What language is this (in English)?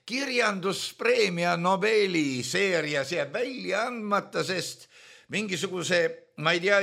Estonian